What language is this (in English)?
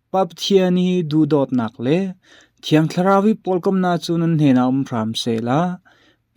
Falam Chin